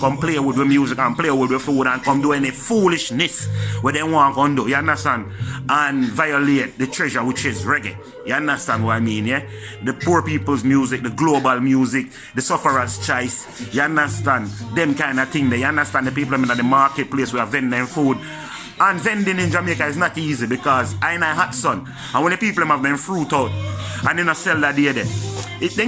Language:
Jamaican Creole English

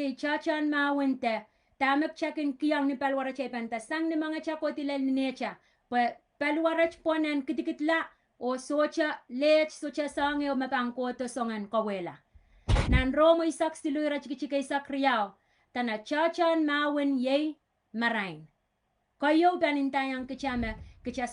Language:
Pohnpeian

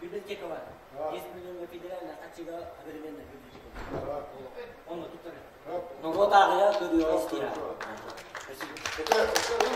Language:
Yakut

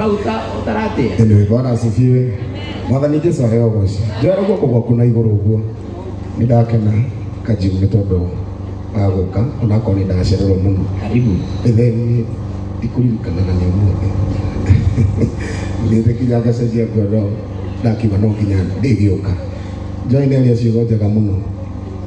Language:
Kikuyu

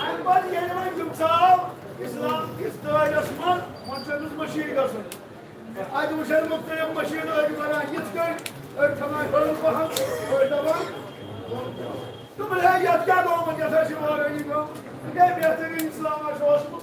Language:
Kashmiri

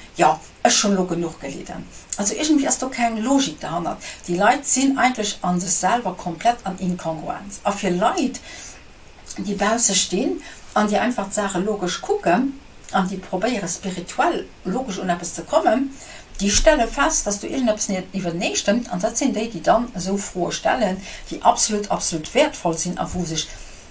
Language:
Luxembourgish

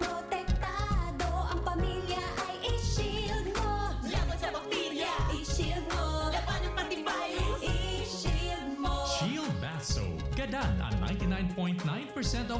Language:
Bikol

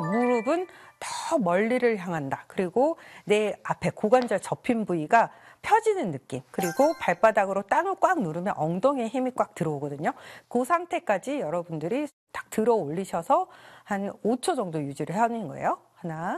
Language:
Korean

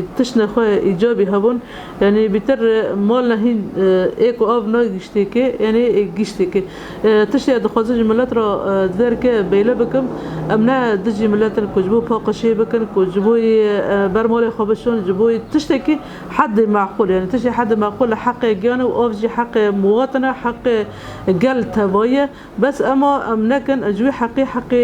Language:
Kurdish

